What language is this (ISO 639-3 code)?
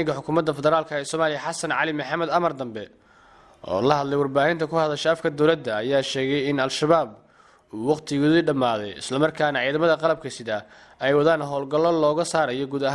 som